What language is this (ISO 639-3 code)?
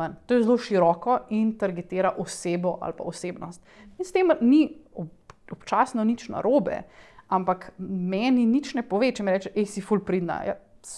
slv